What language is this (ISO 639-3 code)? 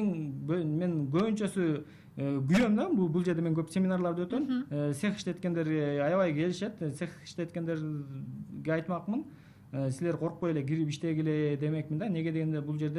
kir